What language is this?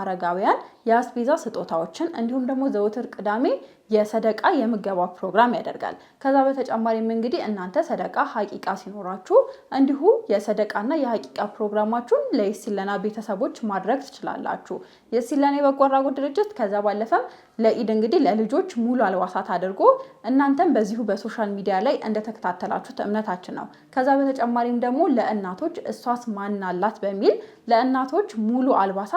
Amharic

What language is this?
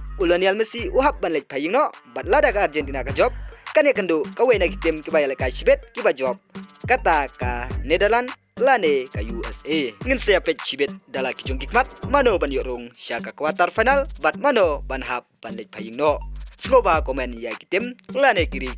Khasi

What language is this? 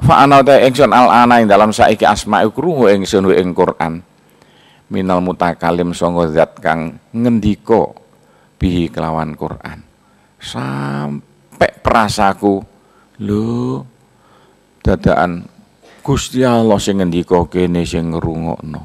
Javanese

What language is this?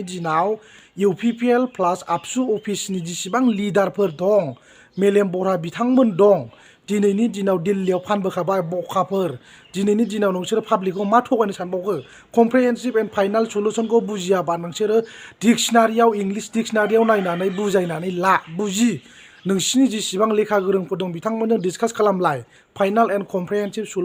Bodo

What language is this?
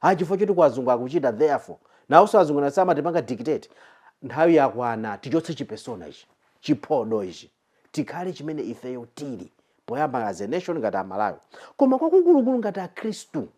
Nyanja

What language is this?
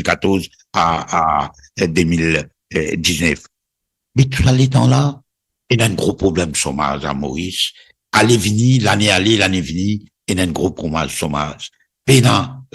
Morisyen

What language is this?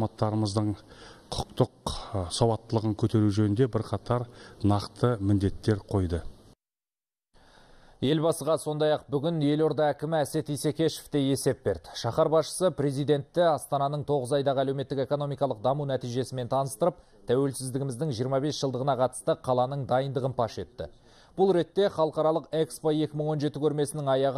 Kazakh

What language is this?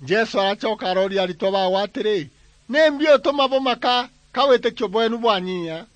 Meru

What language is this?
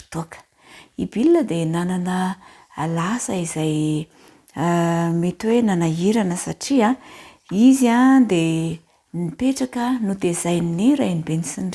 Malagasy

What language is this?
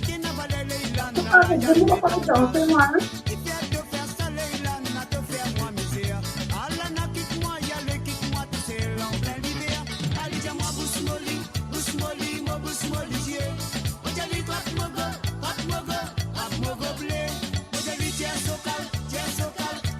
Morisyen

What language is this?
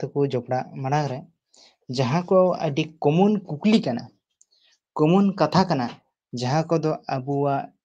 Santali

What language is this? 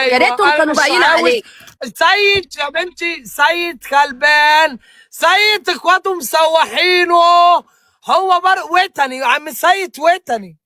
Egyptian Arabic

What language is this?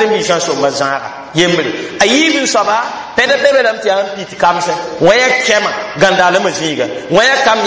Mossi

